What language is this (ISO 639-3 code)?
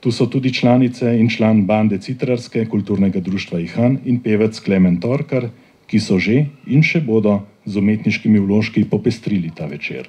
slv